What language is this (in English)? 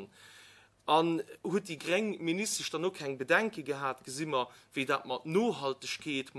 Luxembourgish